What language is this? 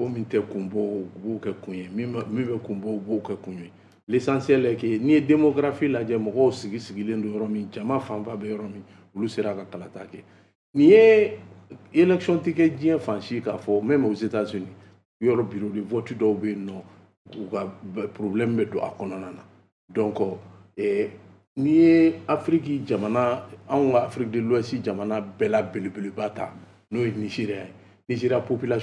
Bambara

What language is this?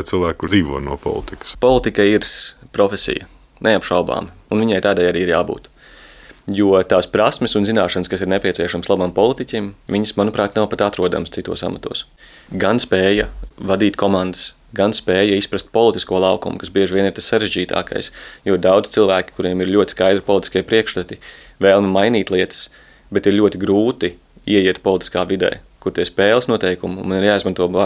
Latvian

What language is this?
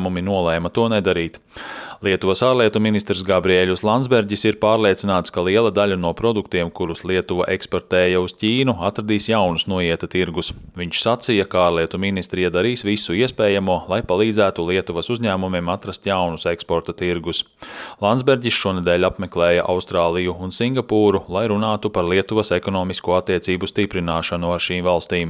Latvian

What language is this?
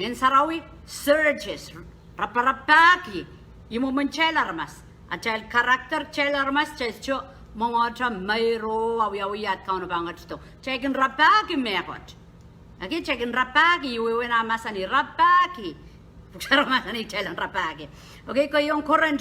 Pohnpeian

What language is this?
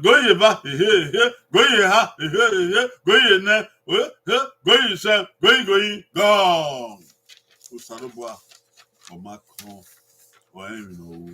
Bini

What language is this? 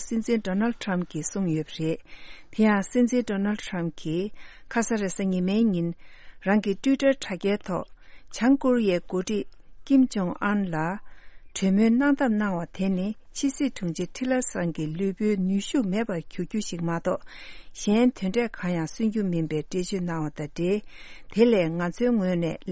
Tibetan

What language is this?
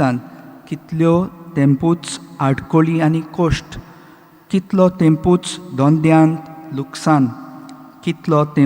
Konkani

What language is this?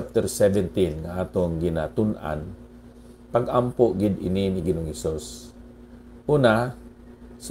Hiligaynon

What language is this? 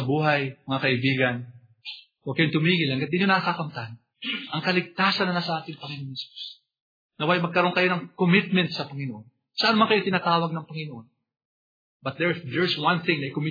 Filipino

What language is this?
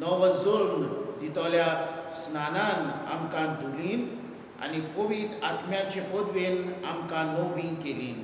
Konkani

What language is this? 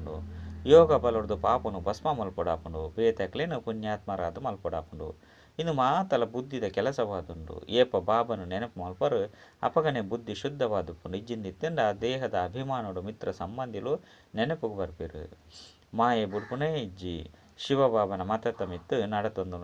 Tulu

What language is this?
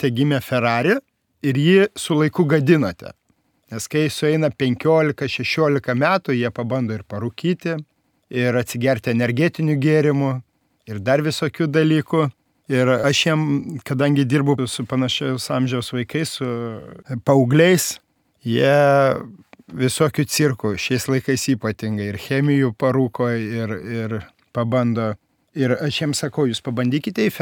Lithuanian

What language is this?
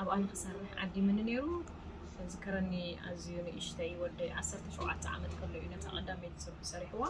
Tigrinya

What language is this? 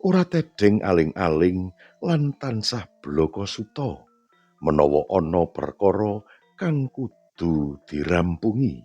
Javanese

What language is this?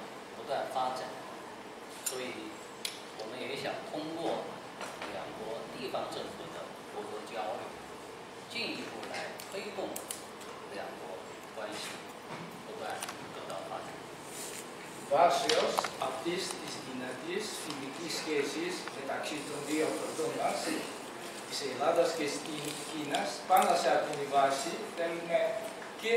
Greek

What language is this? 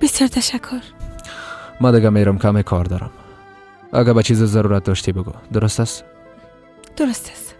Persian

